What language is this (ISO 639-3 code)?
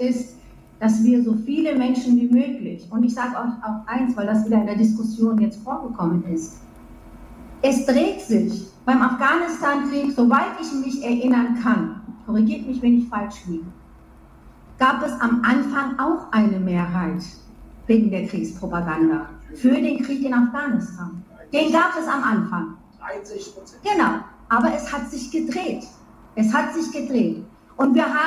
deu